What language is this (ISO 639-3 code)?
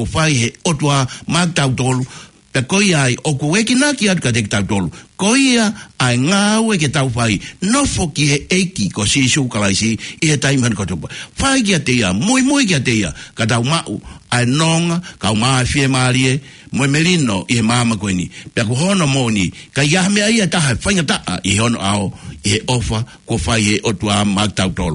ton